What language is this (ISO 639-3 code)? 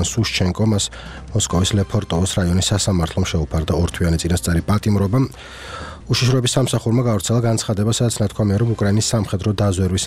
kat